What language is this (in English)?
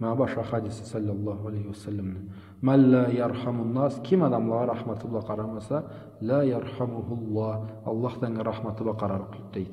Karachay-Balkar